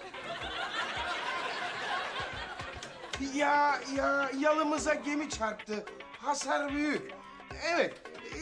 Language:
Turkish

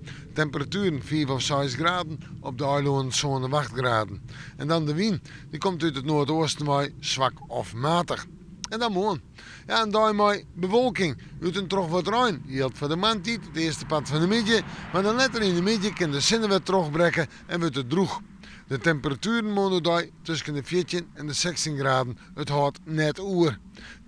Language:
Western Frisian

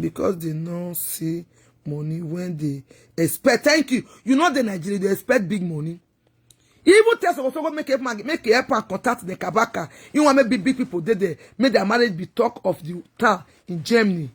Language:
Nigerian Pidgin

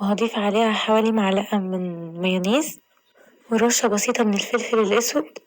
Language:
Egyptian Arabic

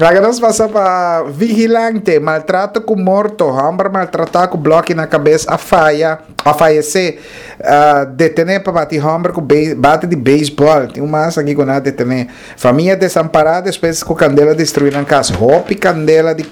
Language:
Papiamento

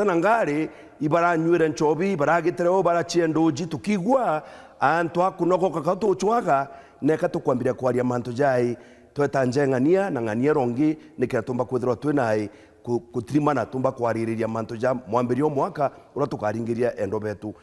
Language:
Meru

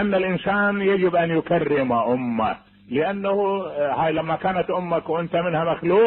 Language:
Mesopotamian Arabic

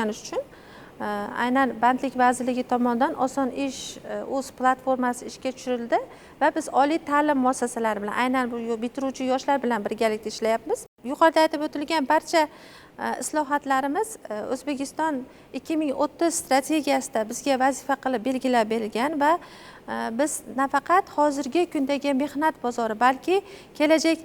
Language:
Uzbek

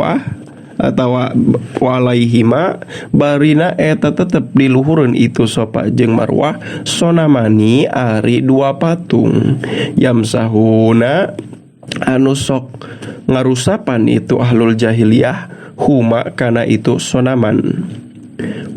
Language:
Sundanese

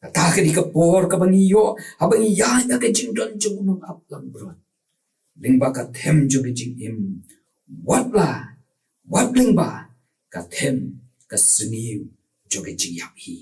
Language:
Khasi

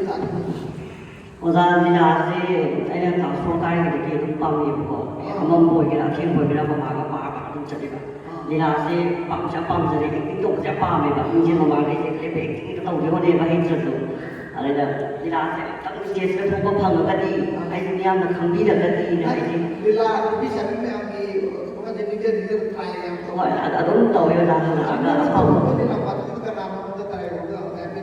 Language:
Manipuri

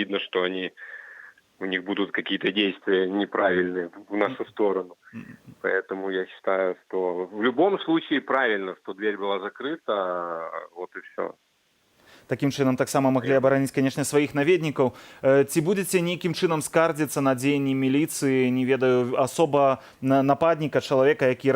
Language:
Belarusian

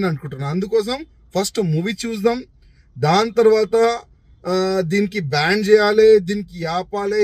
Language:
Telugu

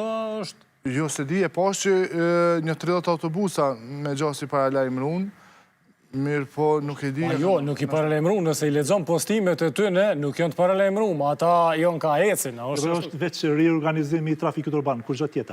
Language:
Albanian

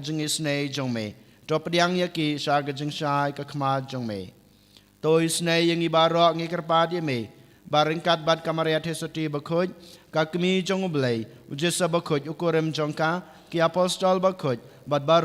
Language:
Khasi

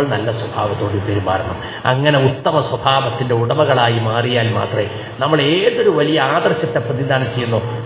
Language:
Malayalam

